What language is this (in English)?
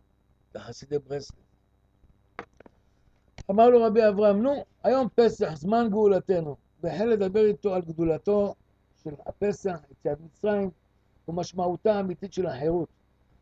Hebrew